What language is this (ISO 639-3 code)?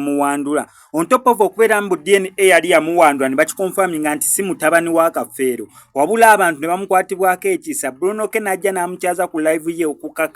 lug